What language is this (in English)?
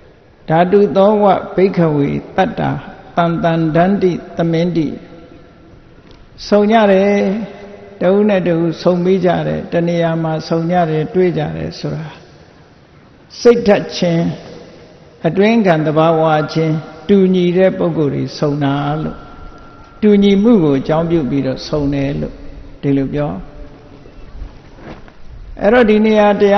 Burmese